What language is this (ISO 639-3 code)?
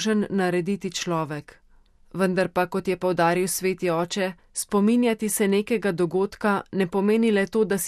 slv